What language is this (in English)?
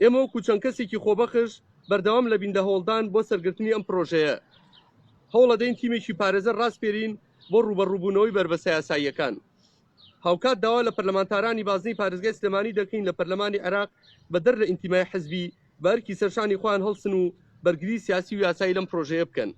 Central Kurdish